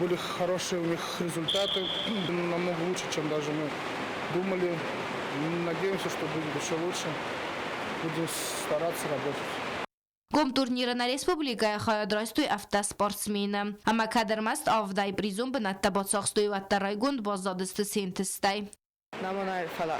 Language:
Ossetic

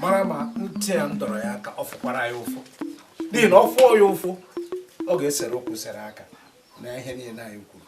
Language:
Igbo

